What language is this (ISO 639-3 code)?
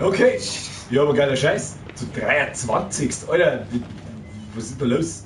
bar